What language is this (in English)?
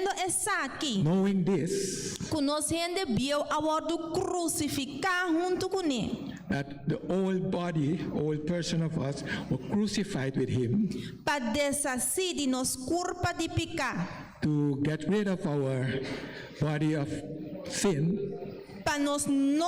Papiamento